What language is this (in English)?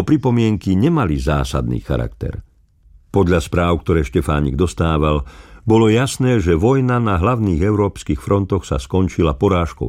Slovak